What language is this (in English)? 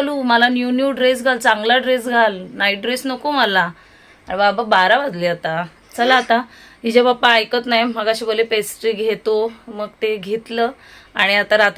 Marathi